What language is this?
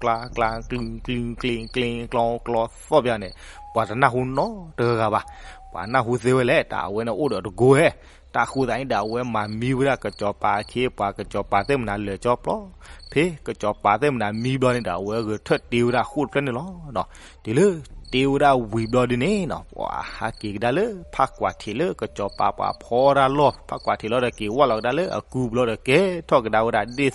S'gaw Karen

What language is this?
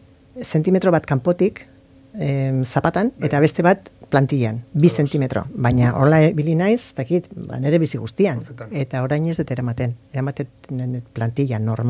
Basque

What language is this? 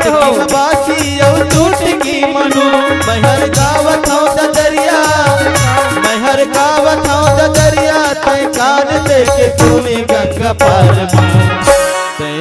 Chhattisgarhi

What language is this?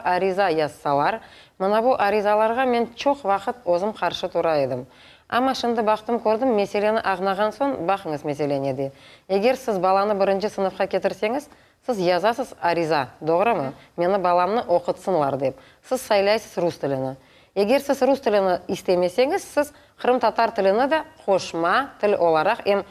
Crimean Tatar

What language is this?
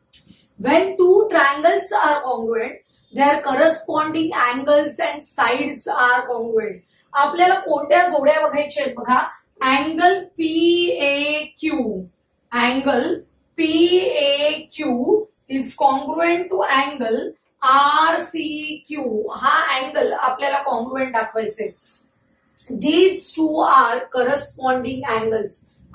Marathi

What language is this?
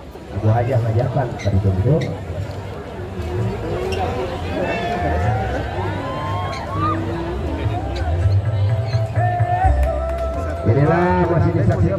Indonesian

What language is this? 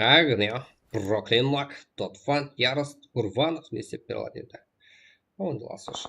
Kara-Kalpak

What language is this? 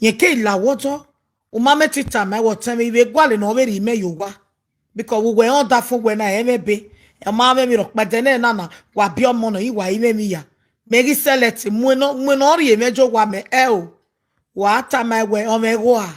Nigerian Pidgin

